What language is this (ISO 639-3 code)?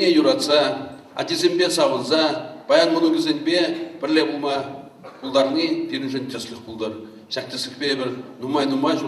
chv